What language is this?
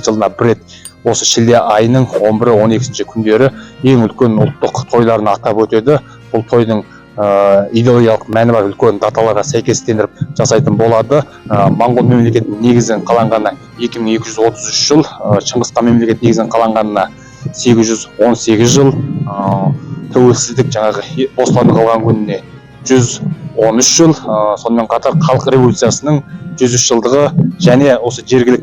Kazakh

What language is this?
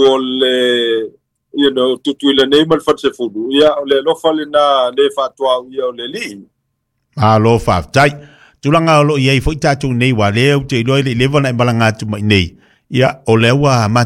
Samoan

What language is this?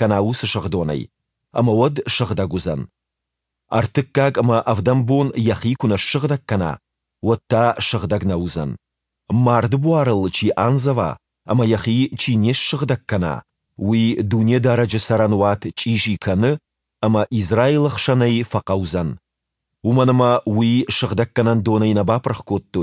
Ossetic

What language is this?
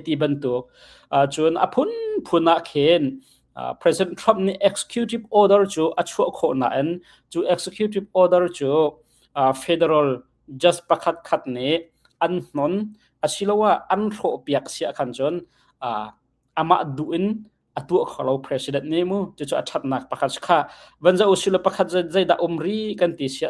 Hakha Chin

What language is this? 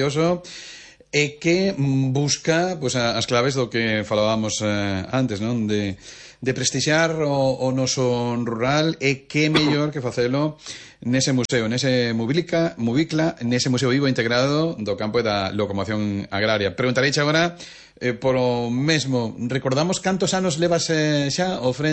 Galician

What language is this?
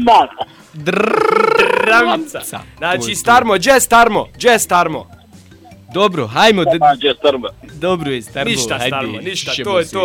Bosnian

